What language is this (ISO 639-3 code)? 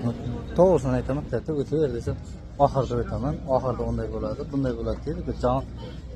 uzb